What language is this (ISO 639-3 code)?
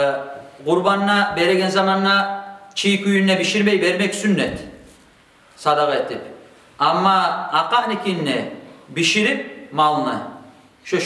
kum